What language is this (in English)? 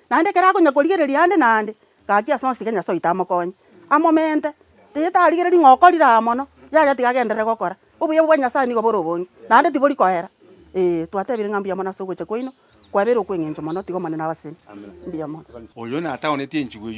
Gusii